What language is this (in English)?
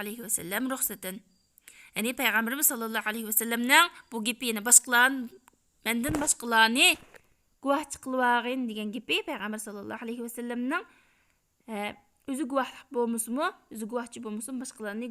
Uyghur